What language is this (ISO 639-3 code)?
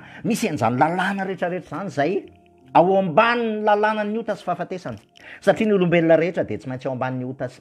mlg